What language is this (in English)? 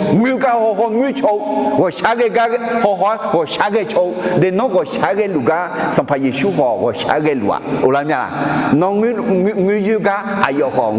Akha